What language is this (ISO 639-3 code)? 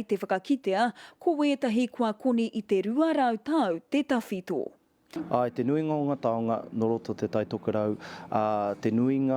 mri